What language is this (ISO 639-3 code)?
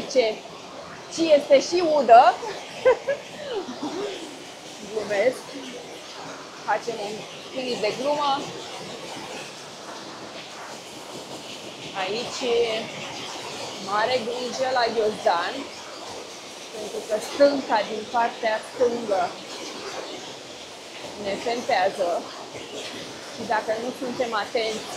ron